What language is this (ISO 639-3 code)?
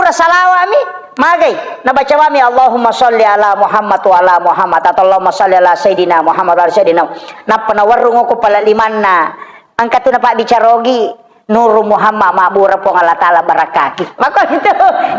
bug